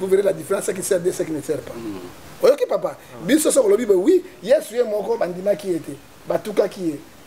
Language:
Lingala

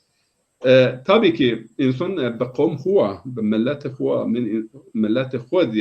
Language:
Zaza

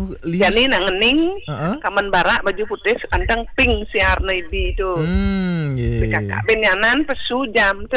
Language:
Balinese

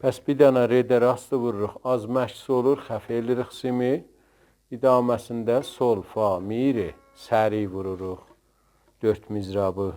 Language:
South Azerbaijani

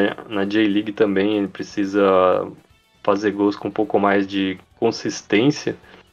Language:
Portuguese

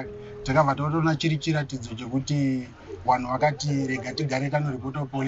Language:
Shona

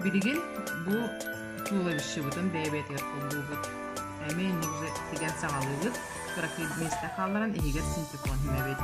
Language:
Yakut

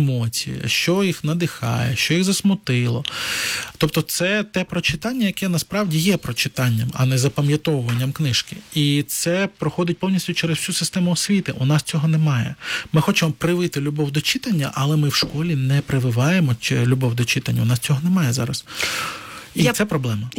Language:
Ukrainian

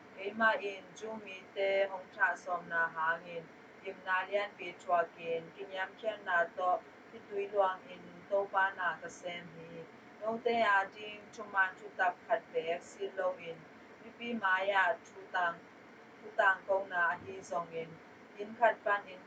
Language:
Tedim Chin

